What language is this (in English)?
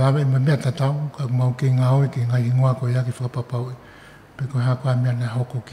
Tongan